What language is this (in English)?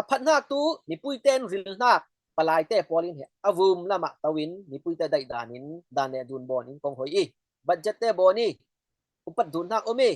Falam Chin